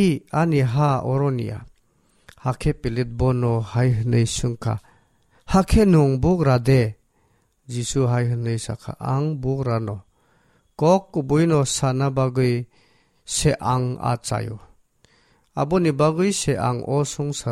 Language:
Kok Borok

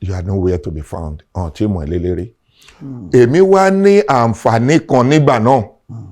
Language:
Yoruba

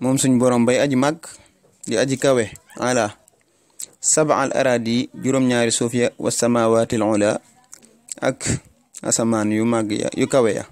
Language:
Wolof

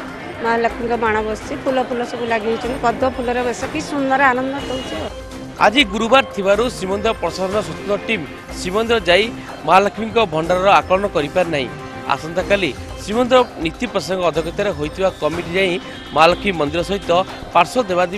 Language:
Odia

